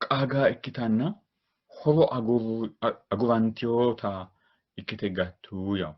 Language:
Sidamo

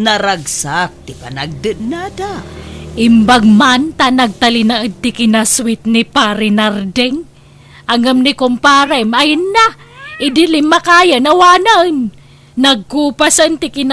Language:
Iloko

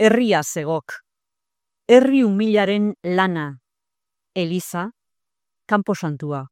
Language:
Basque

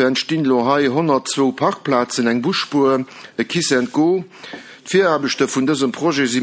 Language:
Luxembourgish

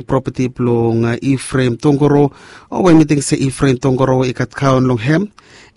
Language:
Bislama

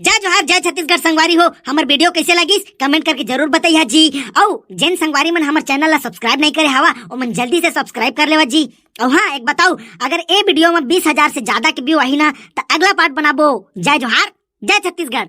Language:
Chhattisgarhi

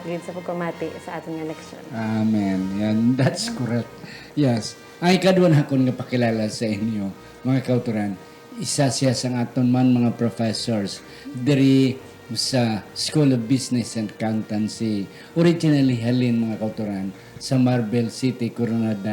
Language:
Hiligaynon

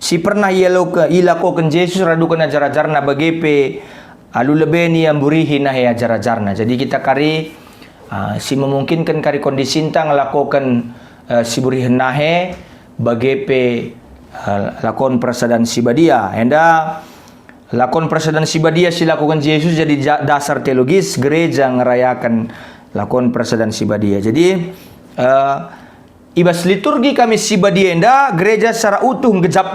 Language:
Batak Karo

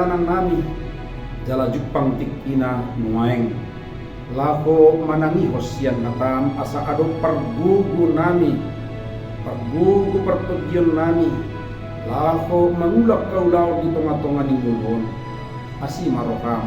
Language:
Batak Toba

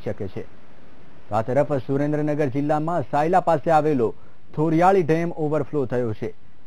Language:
Gujarati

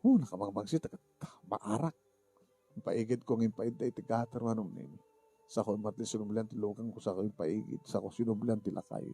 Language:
Iloko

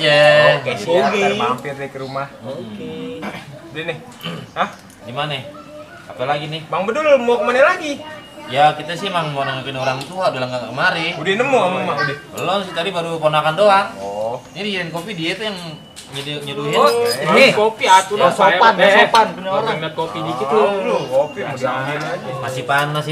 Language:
Betawi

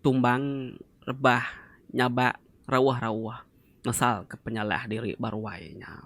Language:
Iban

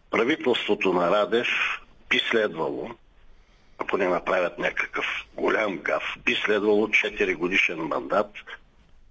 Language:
Bulgarian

